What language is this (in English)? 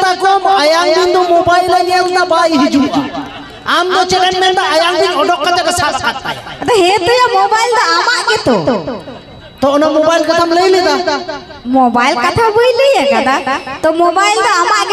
Santali